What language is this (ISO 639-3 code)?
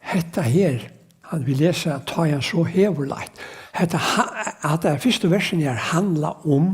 fao